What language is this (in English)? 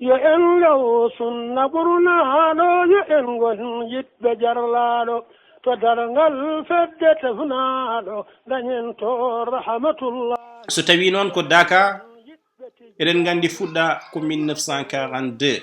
Fula